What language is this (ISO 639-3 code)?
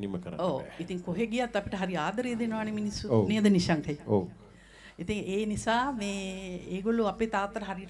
sin